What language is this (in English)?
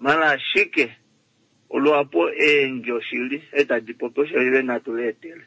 Kuanyama